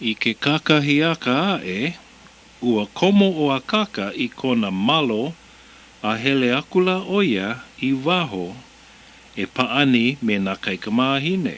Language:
Hawaiian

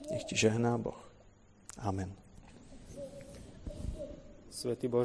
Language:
Slovak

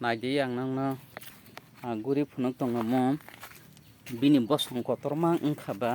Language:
Kok Borok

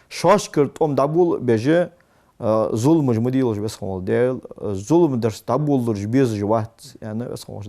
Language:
Ingush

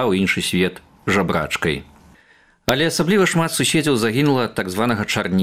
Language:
Belarusian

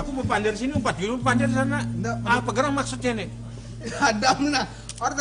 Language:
Banjar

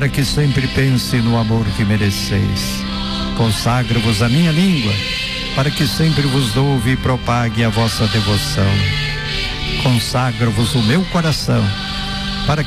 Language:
Portuguese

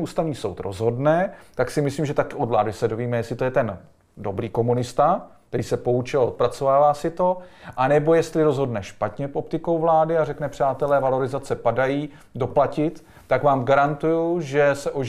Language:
Czech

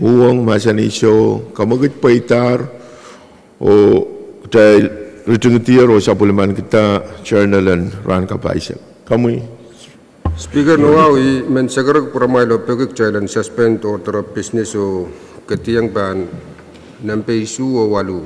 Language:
Pohnpeian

